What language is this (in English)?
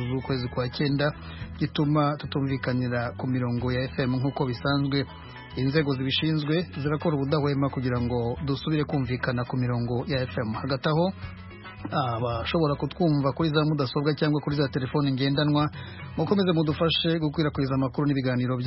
Kinyarwanda